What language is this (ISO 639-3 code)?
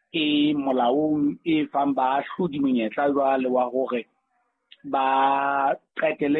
sot